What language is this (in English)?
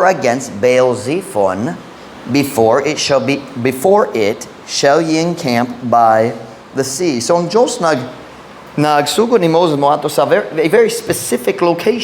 Cebuano